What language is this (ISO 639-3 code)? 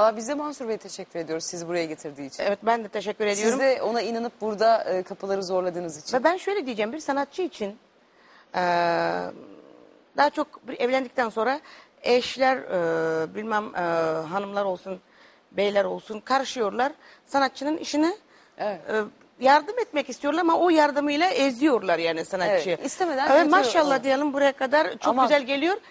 tur